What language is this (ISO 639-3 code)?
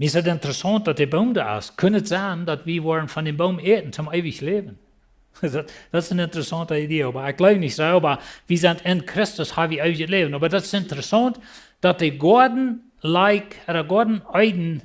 pdt